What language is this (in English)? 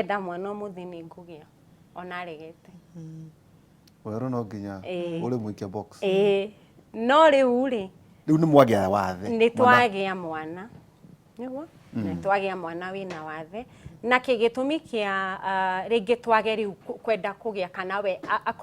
Kikuyu